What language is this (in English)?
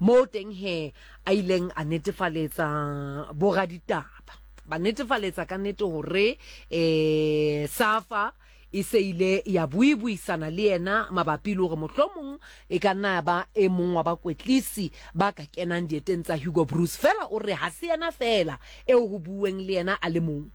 Southern Sotho